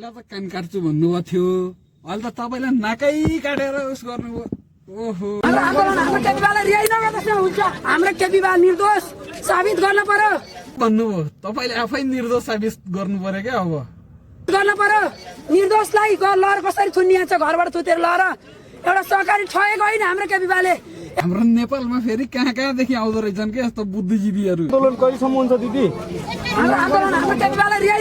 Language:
Nepali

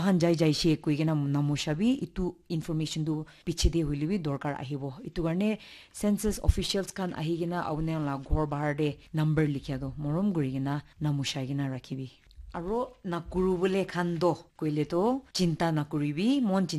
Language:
Naga Pidgin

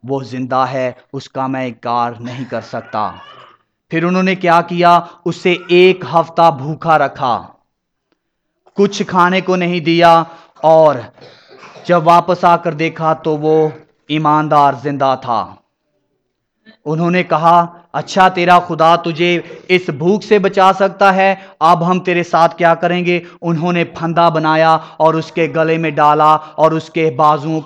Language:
Urdu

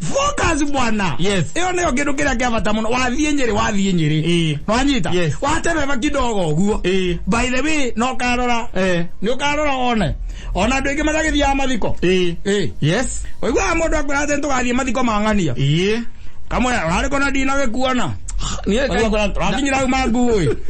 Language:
Kikuyu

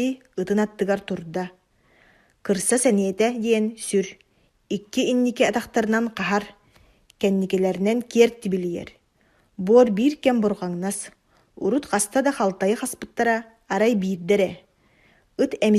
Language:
Yakut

